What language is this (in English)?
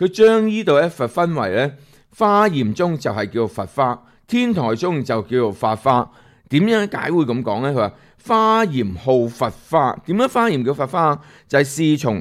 Cantonese